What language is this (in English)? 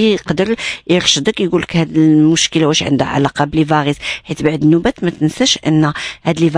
Moroccan Arabic